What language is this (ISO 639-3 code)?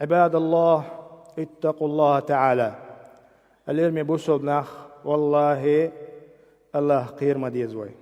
che